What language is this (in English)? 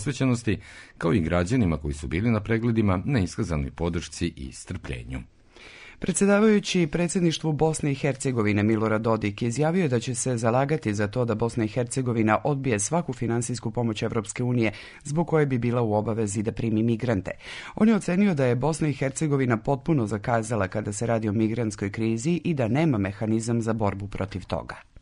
Serbian